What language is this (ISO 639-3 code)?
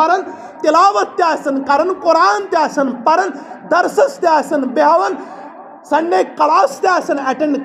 kas